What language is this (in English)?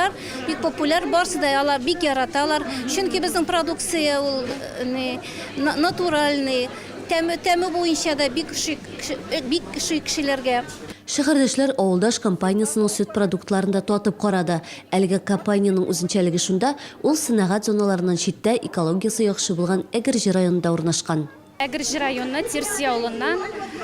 Tatar